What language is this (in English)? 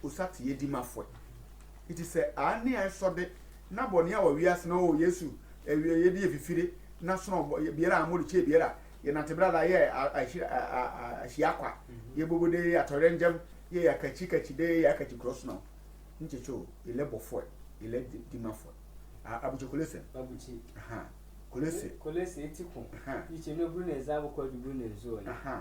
Sehwi